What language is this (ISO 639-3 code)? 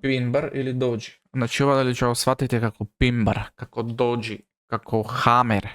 mkd